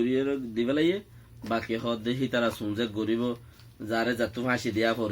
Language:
Rohingya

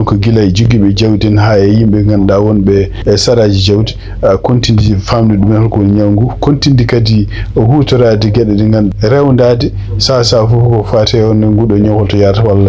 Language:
Fula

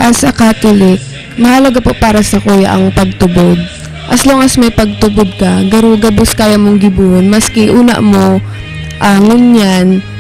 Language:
Bikol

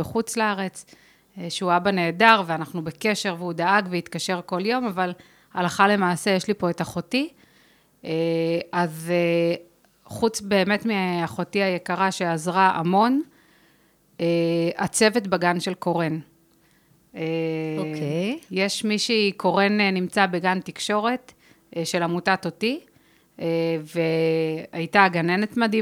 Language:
Hebrew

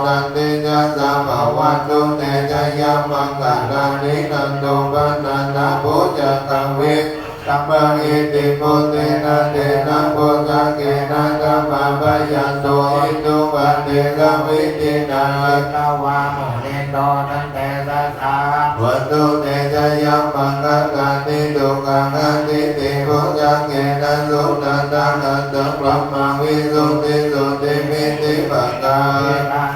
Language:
Pali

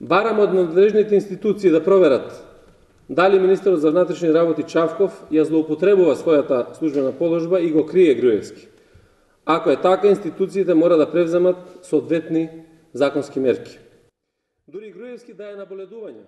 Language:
Macedonian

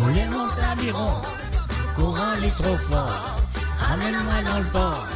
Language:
Morisyen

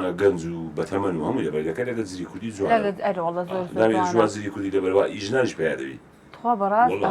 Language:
Central Kurdish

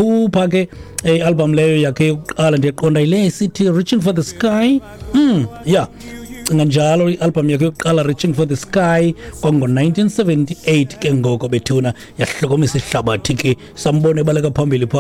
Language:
Xhosa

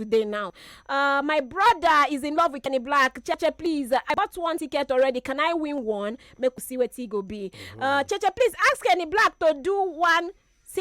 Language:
Nigerian Pidgin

